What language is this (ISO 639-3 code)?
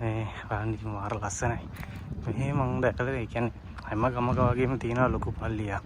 sin